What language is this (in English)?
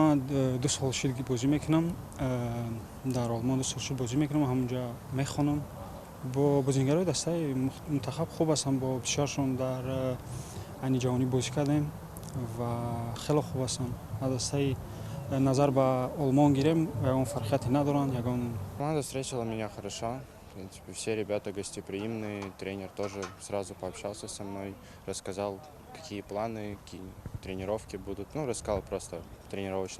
Tajik